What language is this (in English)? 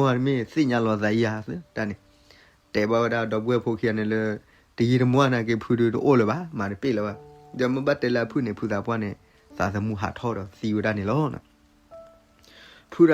S'gaw Karen